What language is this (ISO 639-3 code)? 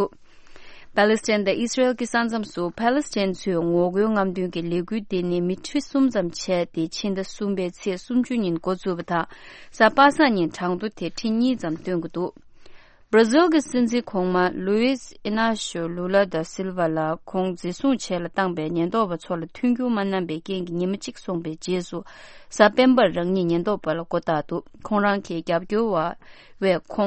bod